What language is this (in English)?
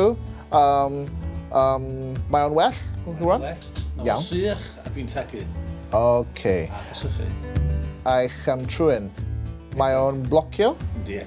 Welsh